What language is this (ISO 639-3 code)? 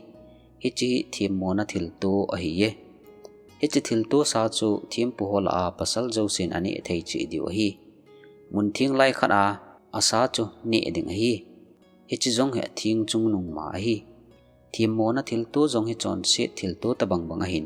tcz